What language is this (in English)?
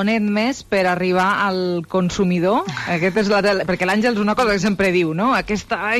Catalan